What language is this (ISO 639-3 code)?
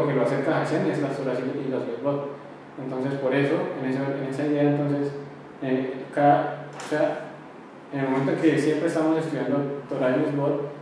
spa